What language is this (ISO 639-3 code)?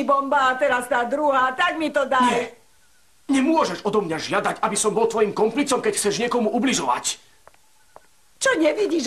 slk